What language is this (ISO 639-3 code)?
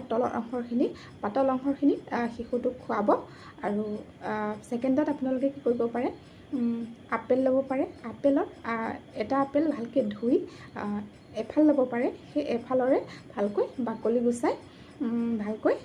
asm